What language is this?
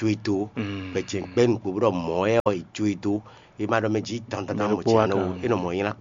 Fon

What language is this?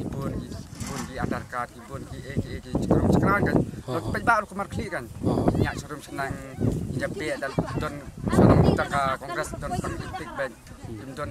Khasi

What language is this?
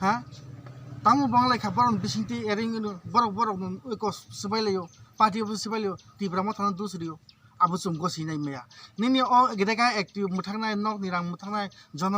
Kok Borok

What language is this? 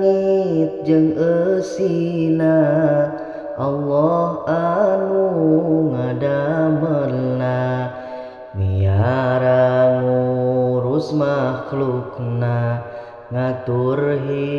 Sundanese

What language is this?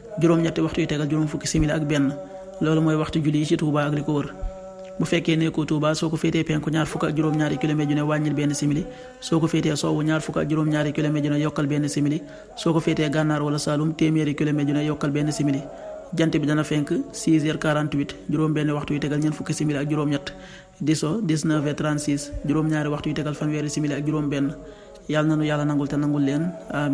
Wolof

